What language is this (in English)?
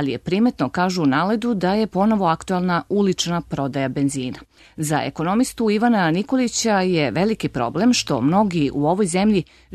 Serbian